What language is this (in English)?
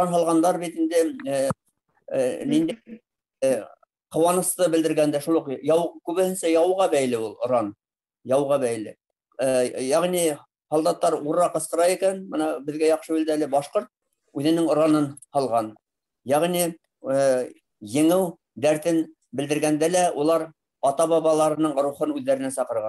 Bashkir